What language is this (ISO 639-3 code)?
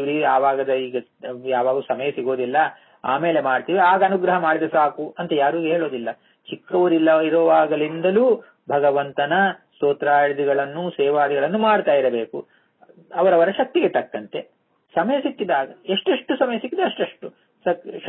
kan